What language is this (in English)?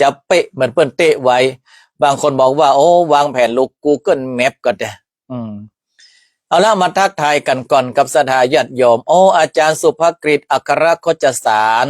Northern Thai